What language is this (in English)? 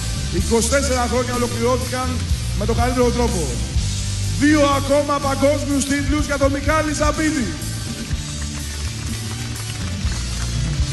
Greek